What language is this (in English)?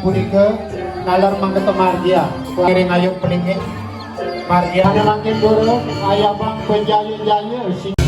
Balinese